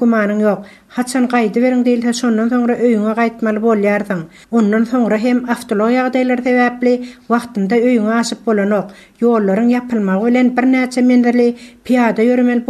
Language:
Turkmen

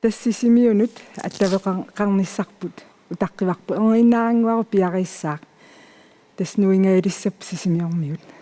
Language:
Kalaallisut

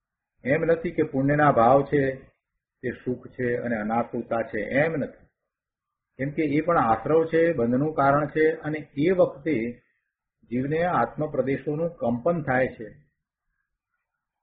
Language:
Gujarati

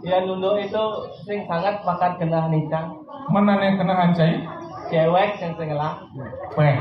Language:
Balinese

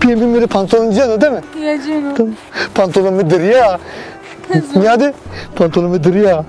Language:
Zaza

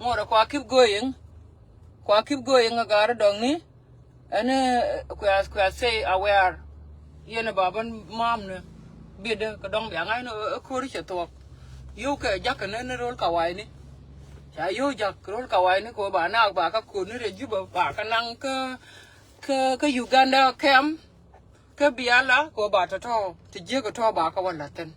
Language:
Nuer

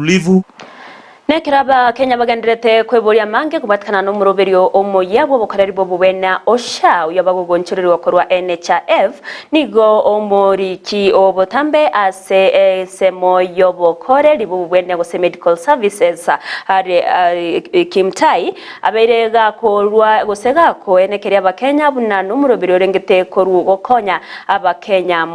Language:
Gusii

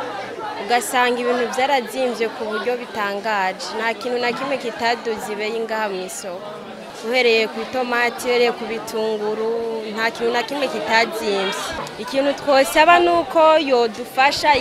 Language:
Rundi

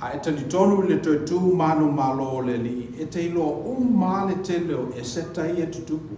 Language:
Samoan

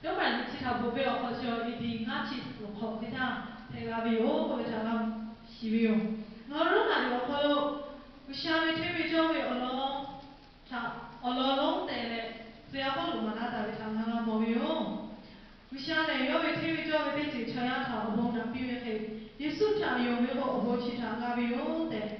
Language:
Lahu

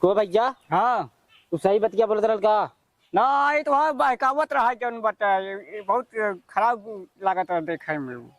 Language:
Awadhi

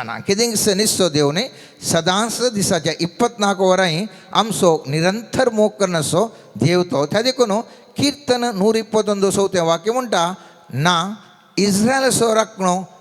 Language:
Konkani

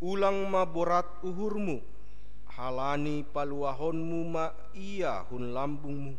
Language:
Batak Simalungun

